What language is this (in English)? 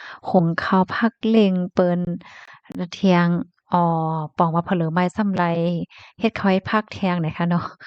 Shan